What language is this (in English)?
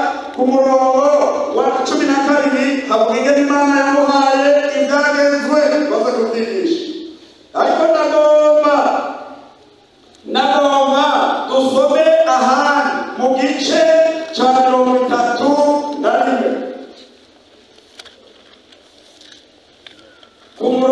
Rundi